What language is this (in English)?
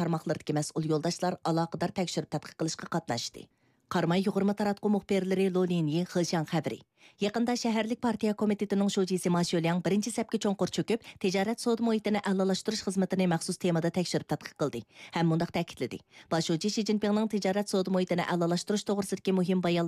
Uyghur